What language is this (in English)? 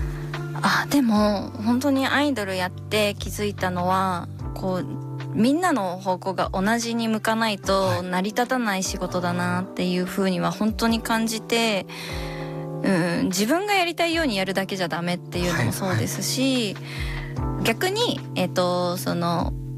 Japanese